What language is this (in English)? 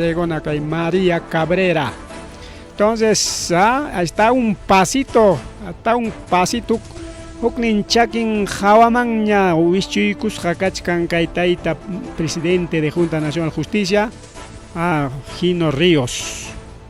Ayacucho Quechua